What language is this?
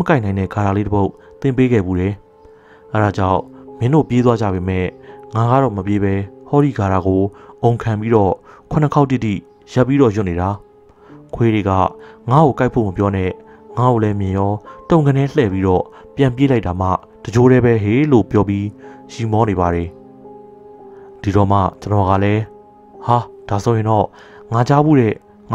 Burmese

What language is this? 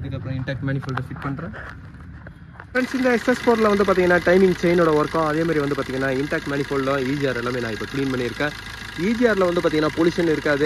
Tamil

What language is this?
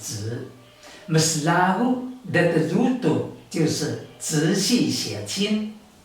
Taroko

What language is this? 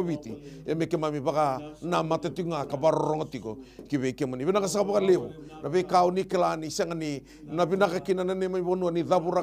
Fijian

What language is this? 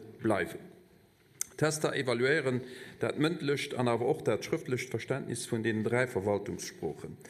Luxembourgish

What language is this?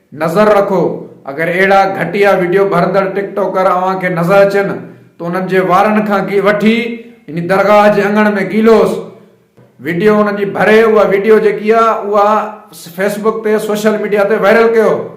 Sindhi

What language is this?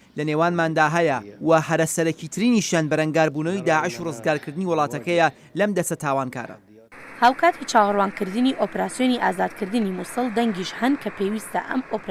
Central Kurdish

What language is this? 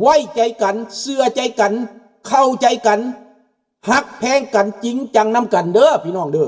Lao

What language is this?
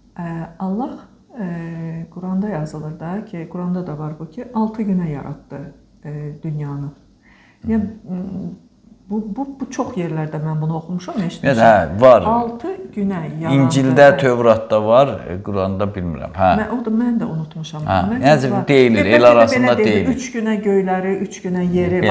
Azerbaijani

